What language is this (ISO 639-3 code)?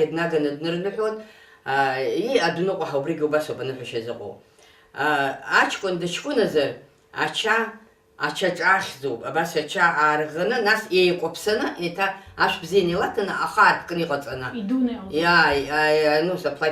abk